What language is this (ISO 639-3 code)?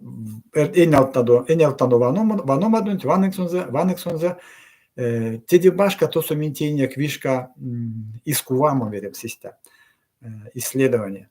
myv